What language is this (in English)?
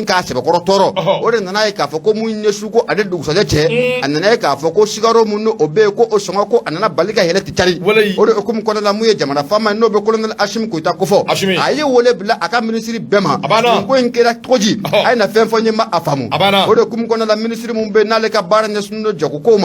Bambara